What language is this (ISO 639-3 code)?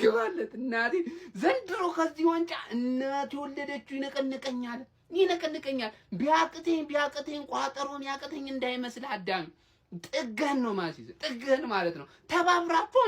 amh